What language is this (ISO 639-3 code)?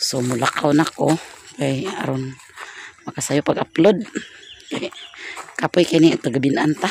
ceb